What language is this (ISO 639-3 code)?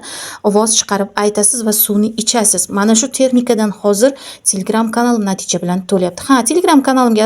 uzb